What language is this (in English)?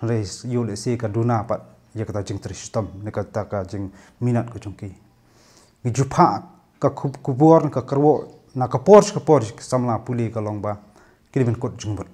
Khasi